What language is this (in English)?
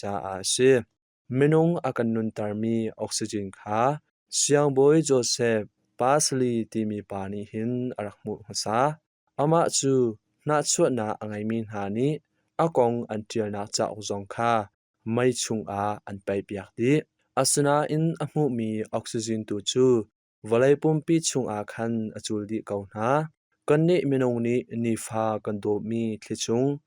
Hakha Chin